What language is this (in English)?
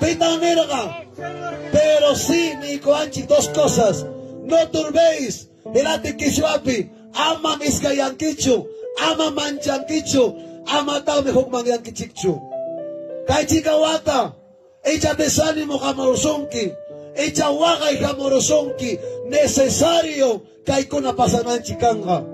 Ayacucho Quechua